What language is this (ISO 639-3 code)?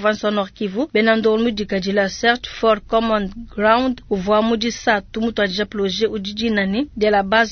lua